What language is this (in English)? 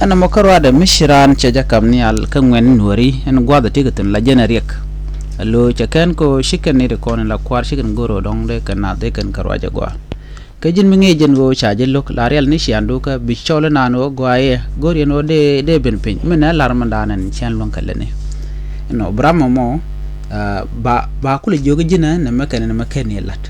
Nuer